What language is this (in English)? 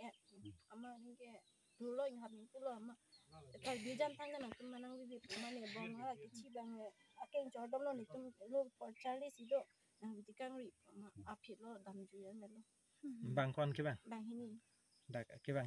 Karbi